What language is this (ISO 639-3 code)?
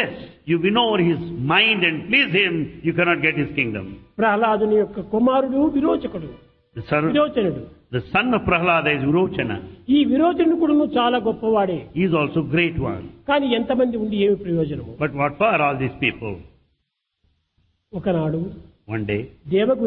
tel